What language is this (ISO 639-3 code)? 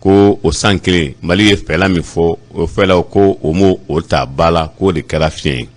bam